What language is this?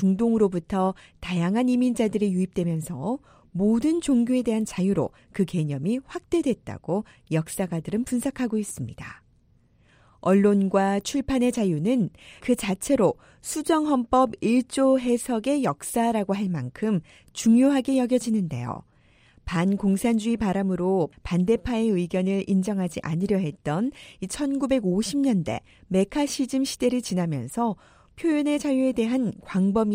Korean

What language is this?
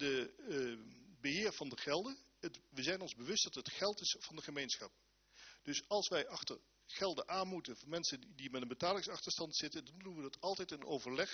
Dutch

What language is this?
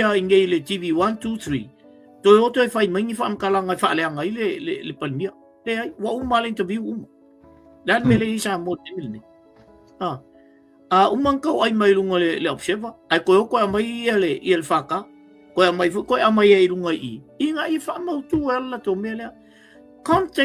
Samoan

